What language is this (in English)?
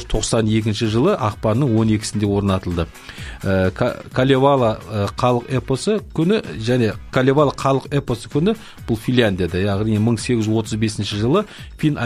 Kazakh